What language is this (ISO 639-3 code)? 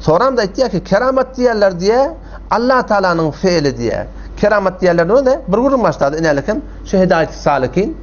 tuk